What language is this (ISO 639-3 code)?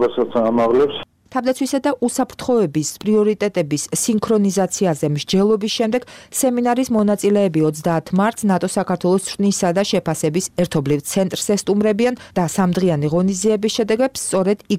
kat